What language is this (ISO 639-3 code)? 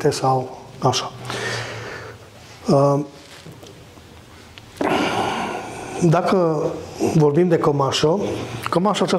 ron